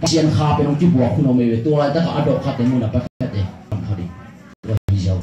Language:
Tedim Chin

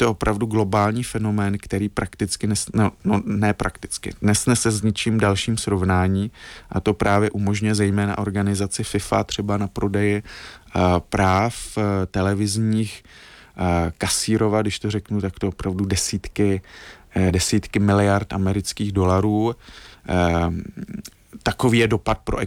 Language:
Czech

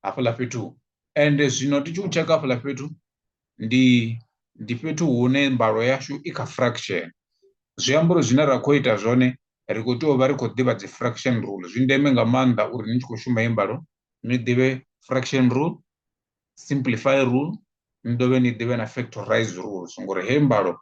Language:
Venda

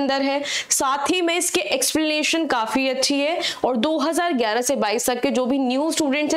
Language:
Hindi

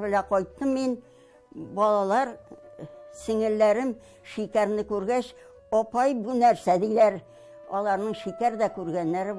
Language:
Tatar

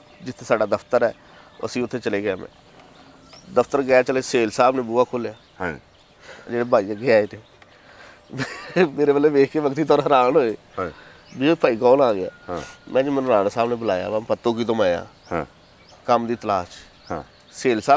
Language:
Punjabi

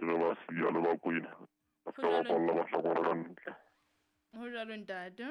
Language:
Southern Sotho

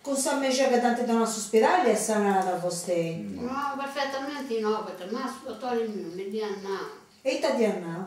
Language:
Sardinian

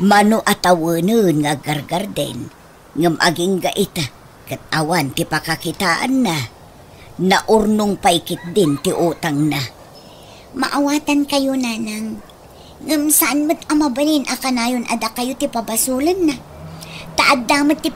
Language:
Iloko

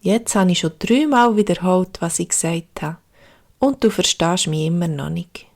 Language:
Swiss German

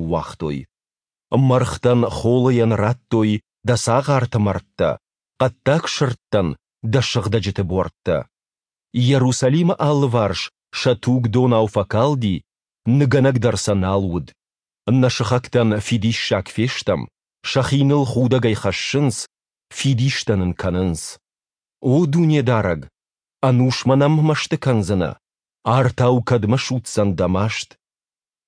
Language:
Ossetic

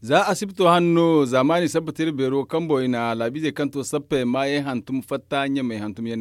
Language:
Zarma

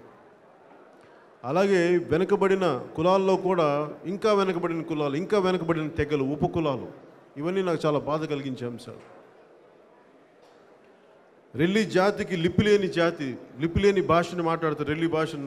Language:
Telugu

